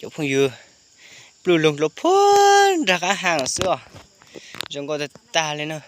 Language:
Hmong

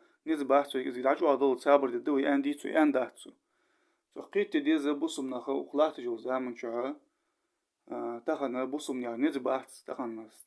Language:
Ingush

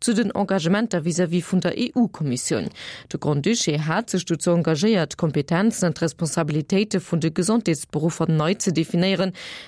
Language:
Luxembourgish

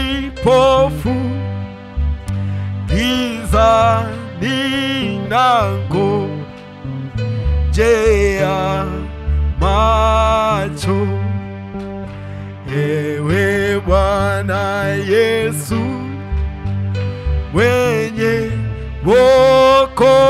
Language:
Swahili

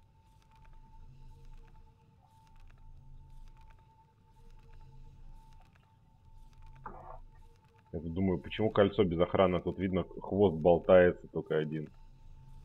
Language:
Russian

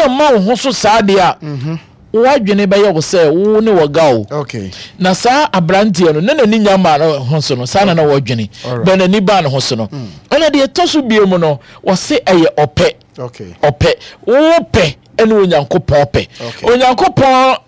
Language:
Akan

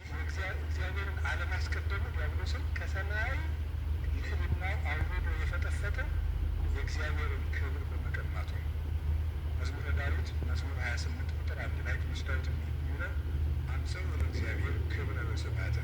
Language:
Amharic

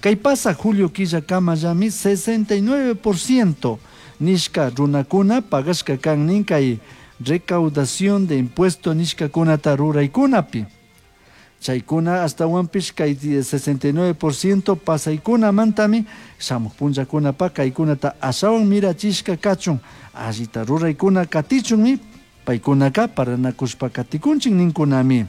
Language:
Chimborazo Highland Quichua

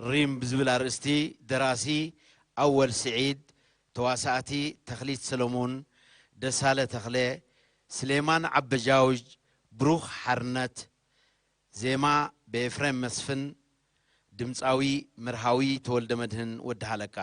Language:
Tigrinya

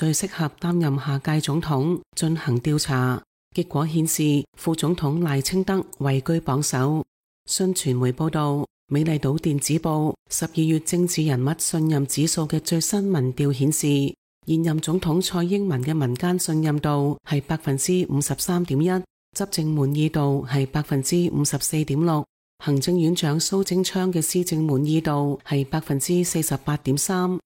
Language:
Cantonese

